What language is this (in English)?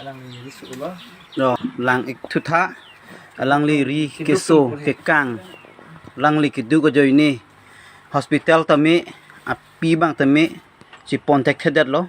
Karbi